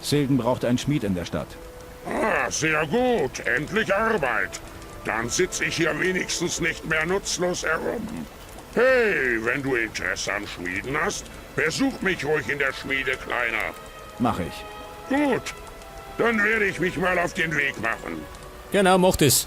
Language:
Bavarian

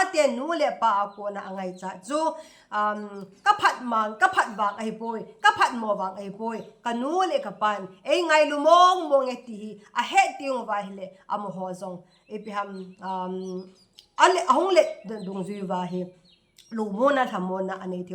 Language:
Thado Chin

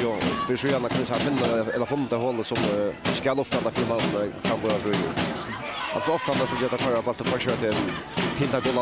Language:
Faroese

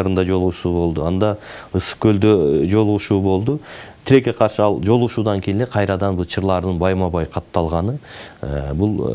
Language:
Kyrgyz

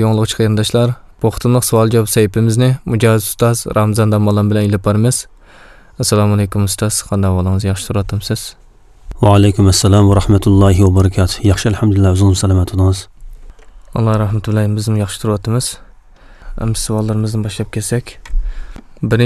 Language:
Uyghur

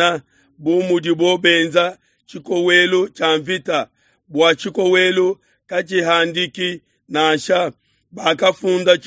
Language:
Luba-Lulua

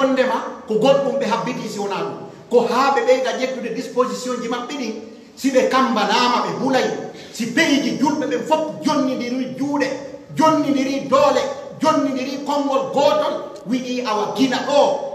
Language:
Pular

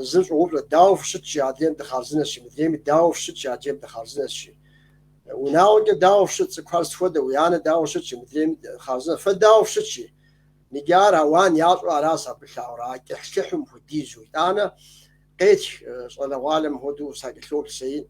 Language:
Kabardian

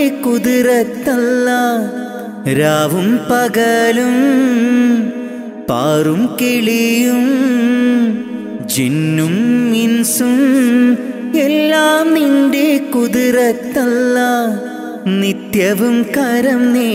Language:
Malayalam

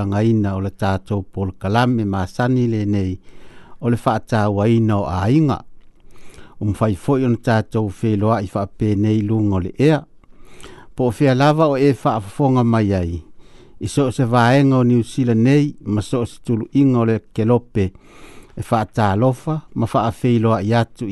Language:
Samoan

